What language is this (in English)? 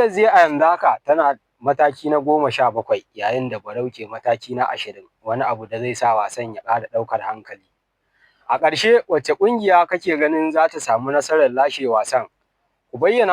Hausa